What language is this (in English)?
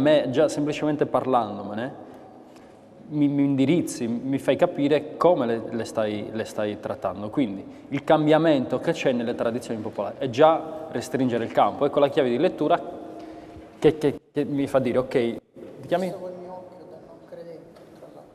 Italian